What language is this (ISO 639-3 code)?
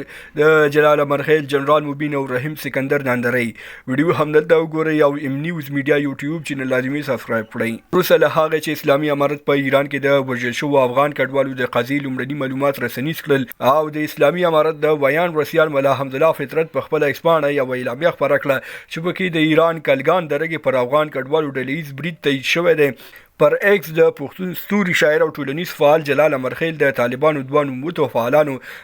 pus